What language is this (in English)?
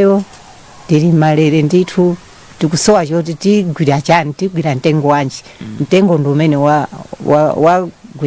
Nyanja